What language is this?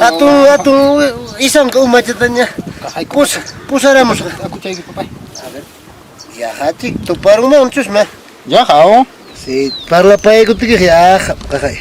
Ayacucho Quechua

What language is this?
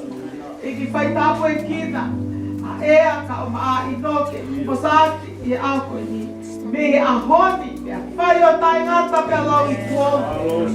Tongan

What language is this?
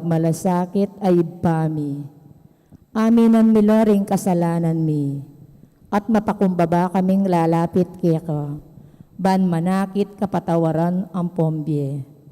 Pampanga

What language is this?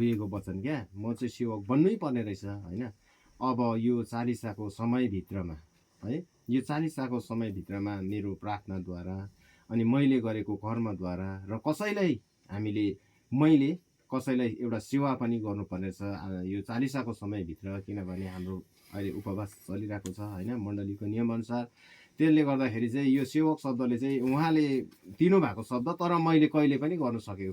Nepali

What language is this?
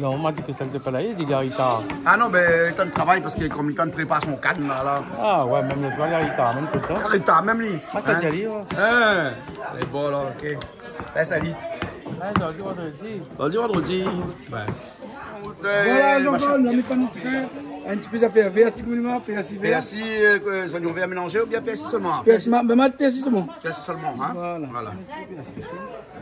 Réunion Creole French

